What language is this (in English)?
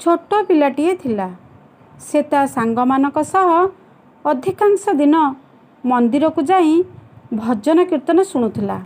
Odia